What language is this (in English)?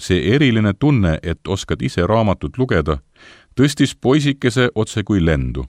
Estonian